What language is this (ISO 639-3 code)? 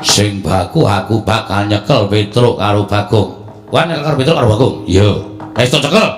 jav